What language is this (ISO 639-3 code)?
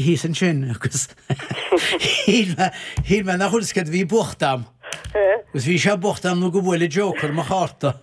gle